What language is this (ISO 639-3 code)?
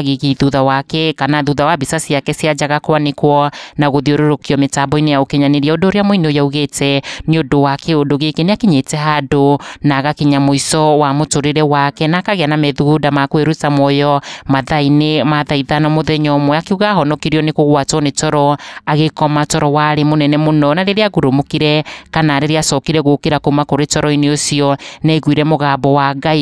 kik